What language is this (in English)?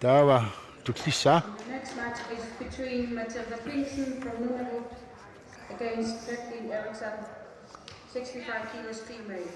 Kalaallisut